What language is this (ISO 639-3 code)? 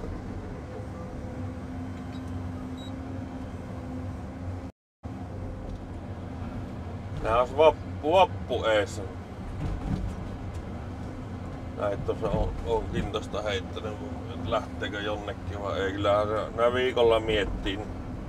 fin